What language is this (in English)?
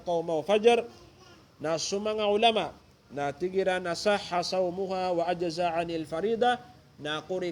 Maranao